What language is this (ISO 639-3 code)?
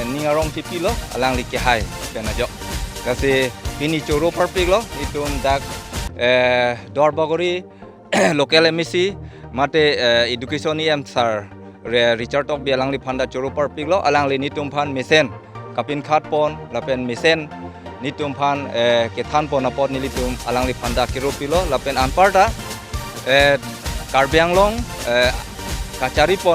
mjw